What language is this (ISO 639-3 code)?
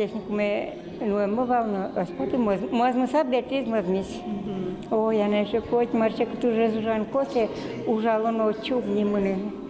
udm